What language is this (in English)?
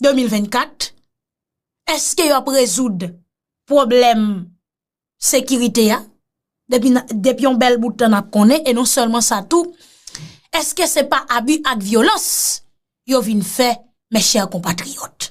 Haitian Creole